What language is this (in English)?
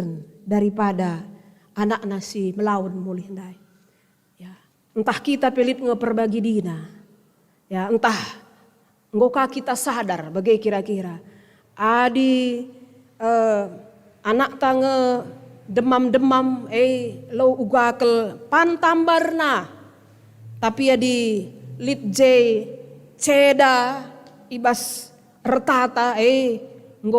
Batak Karo